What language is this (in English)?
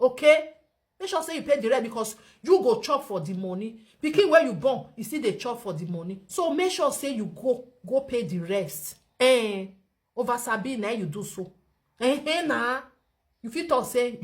Nigerian Pidgin